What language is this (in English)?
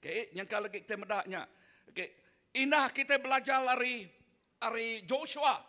Iban